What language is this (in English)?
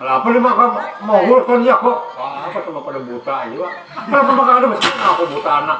Banjar